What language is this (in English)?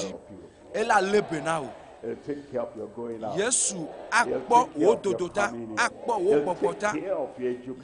Ewe